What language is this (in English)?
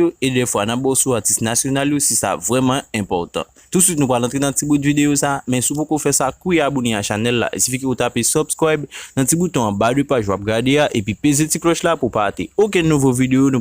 Haitian Creole